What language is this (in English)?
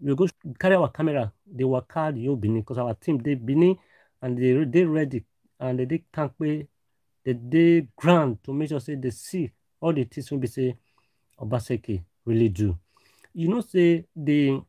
Nigerian Pidgin